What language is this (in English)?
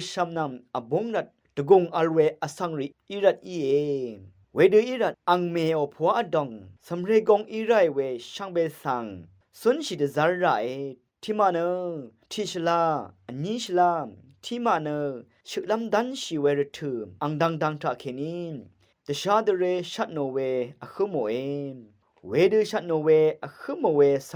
Rawang